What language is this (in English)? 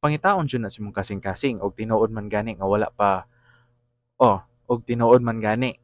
Cebuano